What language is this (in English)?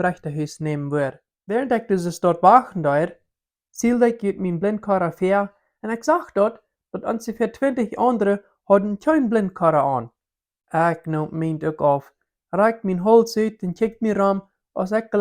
Plautdietsch